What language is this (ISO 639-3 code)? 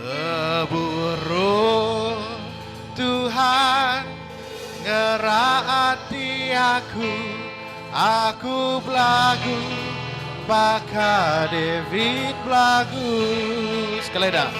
iba